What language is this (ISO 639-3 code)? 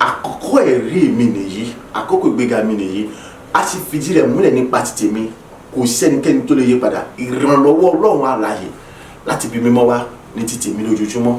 yor